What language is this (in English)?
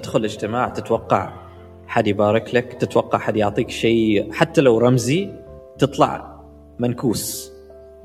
Gulf Arabic